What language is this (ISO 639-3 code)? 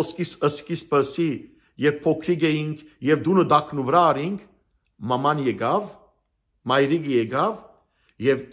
hyw